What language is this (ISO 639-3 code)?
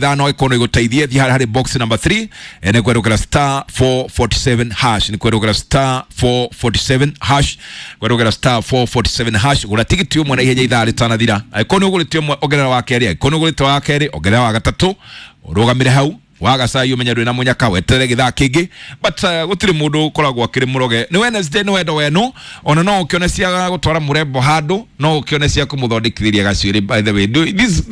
kik